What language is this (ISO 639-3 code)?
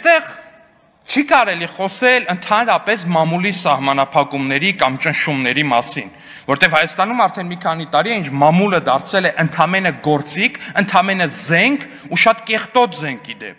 hye